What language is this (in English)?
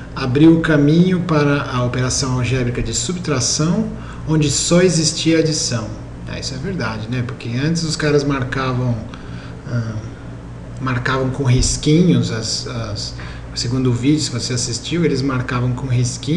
Portuguese